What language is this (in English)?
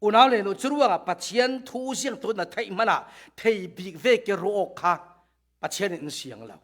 Falam Chin